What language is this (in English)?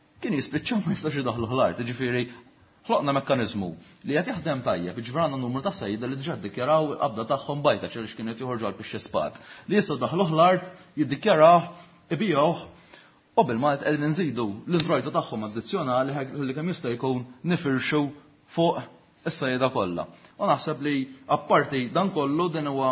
Maltese